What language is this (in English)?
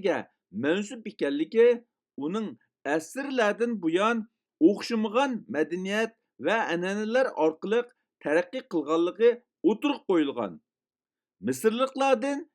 Uyghur